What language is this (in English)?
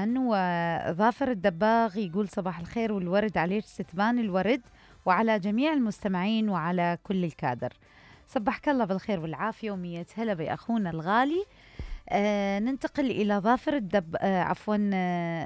Mesopotamian Arabic